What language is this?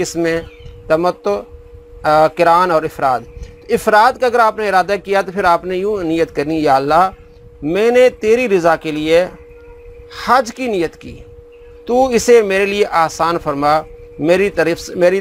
Urdu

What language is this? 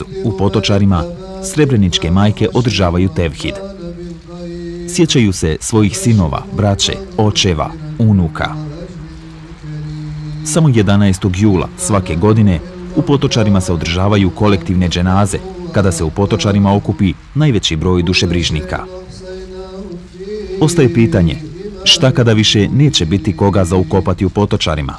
Bosnian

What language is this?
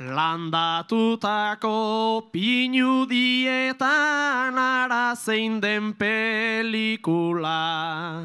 Basque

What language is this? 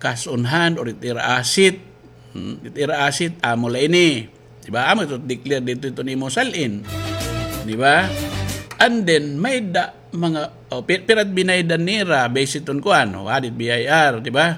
Waray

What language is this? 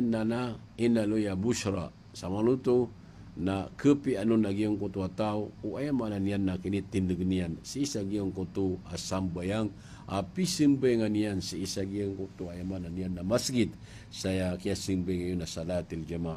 Maranao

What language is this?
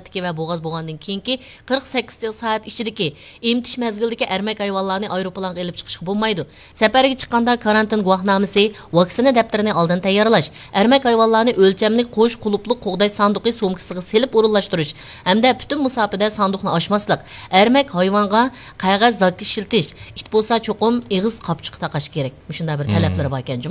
Uyghur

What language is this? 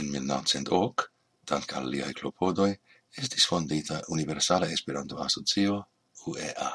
Esperanto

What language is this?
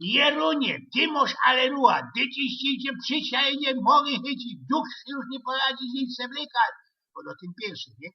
Silesian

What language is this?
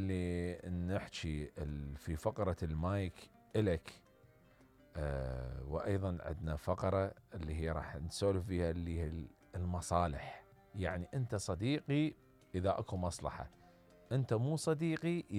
Mesopotamian Arabic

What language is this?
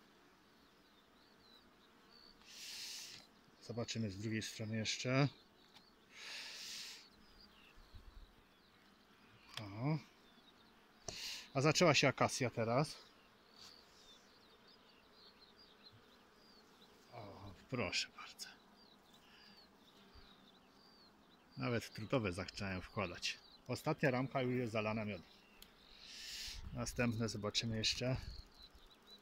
Polish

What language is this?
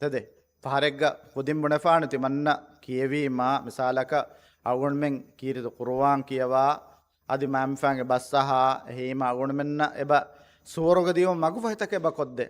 Divehi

